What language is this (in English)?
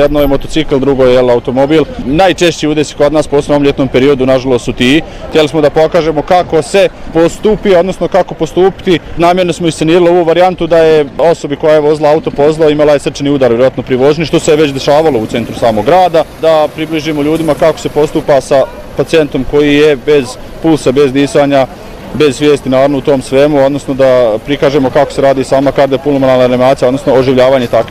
Bosnian